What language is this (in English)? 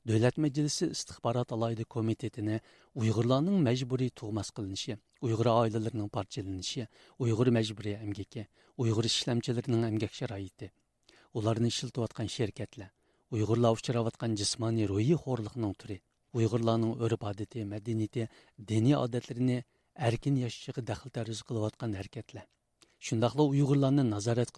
Uyghur